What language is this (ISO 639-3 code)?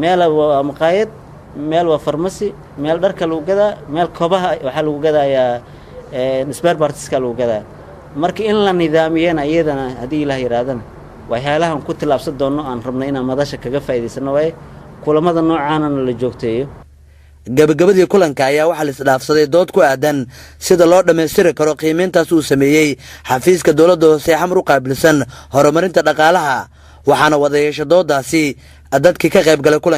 som